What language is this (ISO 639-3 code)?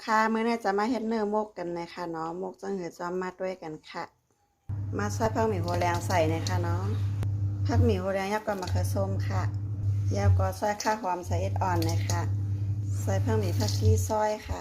shn